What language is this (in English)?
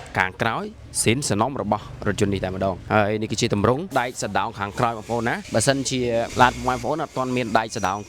Khmer